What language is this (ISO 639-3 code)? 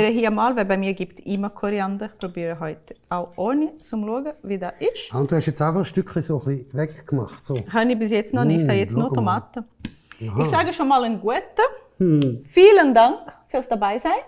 gsw